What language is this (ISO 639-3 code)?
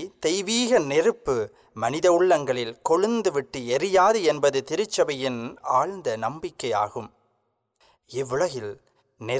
tam